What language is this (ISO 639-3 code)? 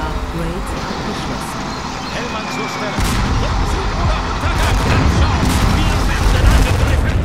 bar